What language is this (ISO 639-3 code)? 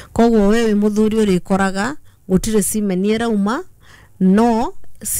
kik